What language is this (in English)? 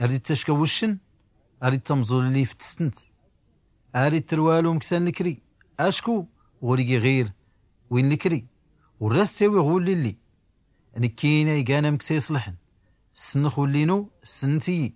Tachelhit